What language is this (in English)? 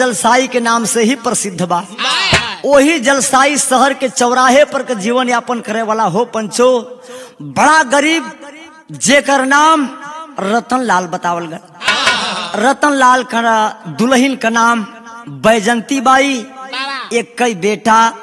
Bhojpuri